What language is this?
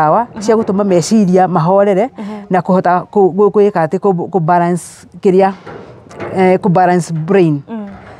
Kikuyu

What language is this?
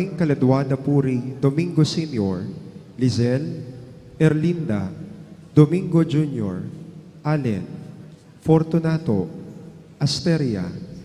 Pampanga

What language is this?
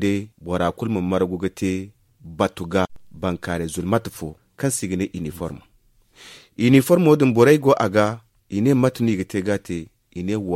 Zarma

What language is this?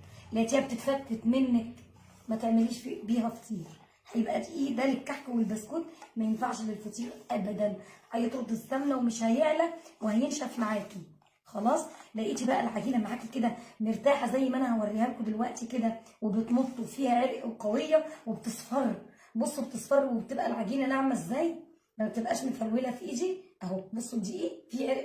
Egyptian Arabic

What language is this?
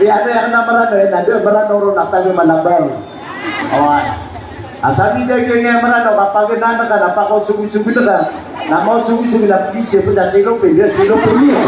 Maranao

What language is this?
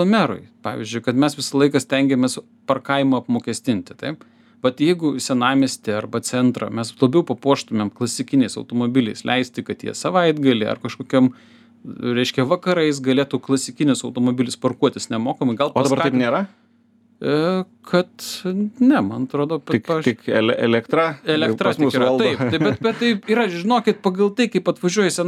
Lithuanian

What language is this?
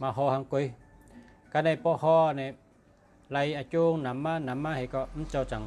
Shan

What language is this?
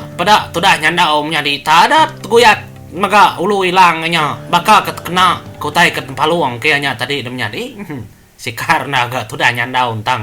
Iban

